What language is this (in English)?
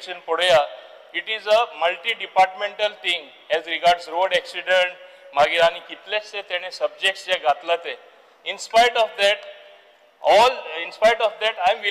Konkani